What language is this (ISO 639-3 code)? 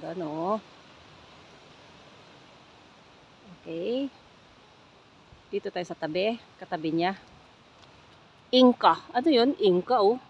fil